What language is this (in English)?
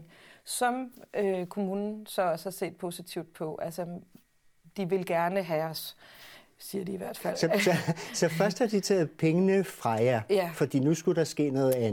Danish